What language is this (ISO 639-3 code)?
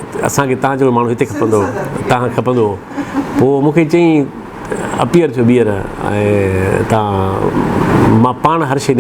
snd